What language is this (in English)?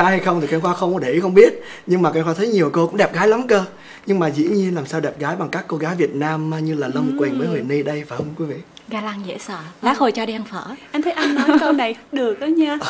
Vietnamese